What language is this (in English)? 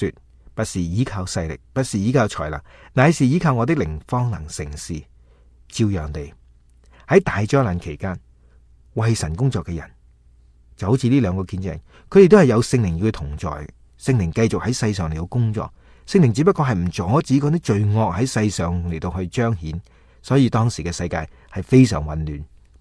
Cantonese